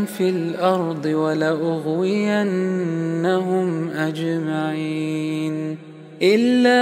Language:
Arabic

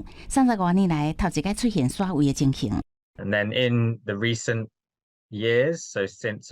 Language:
Min Nan Chinese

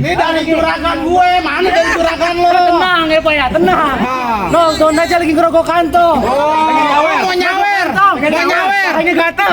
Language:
Betawi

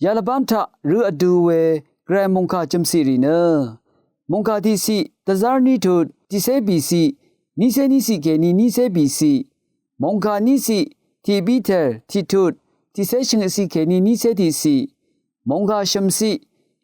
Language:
Rawang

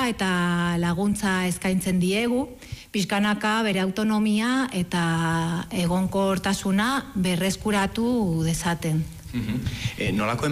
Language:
Basque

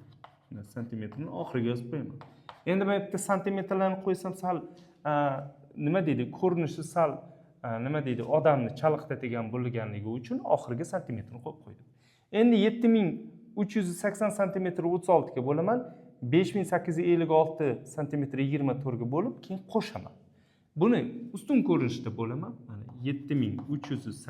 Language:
Uzbek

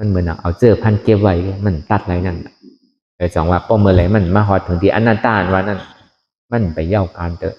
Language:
Shan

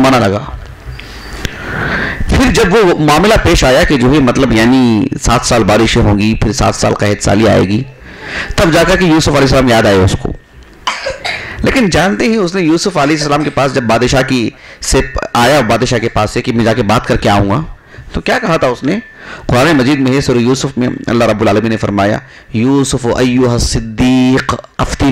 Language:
Urdu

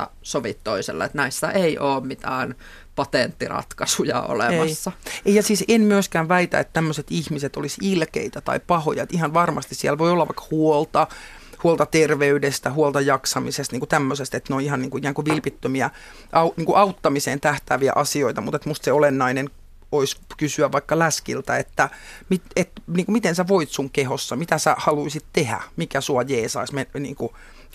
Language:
Finnish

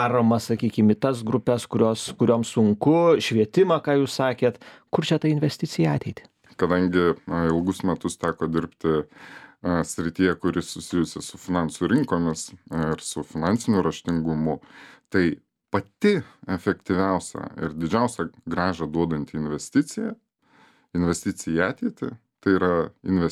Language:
Lithuanian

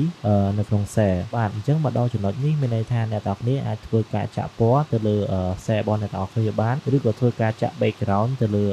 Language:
Khmer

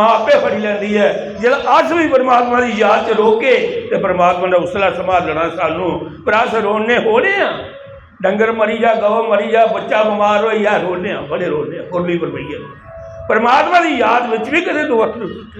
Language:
Dogri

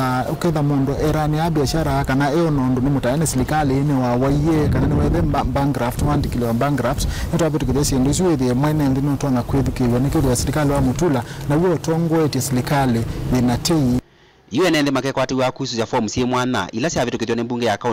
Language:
Kamba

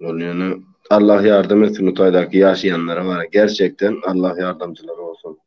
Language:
Turkmen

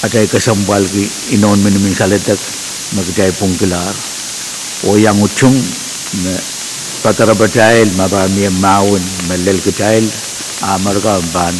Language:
Pohnpeian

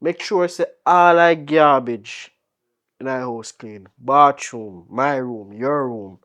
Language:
Jamaican Creole English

